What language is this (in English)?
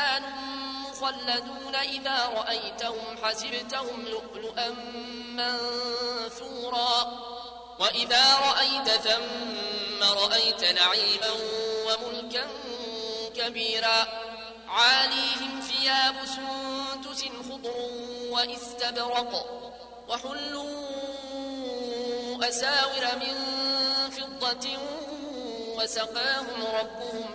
Arabic